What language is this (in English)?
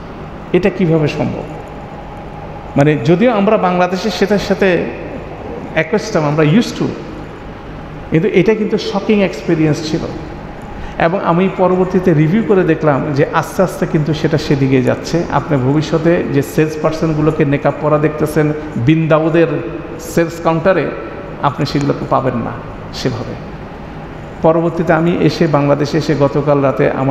Bangla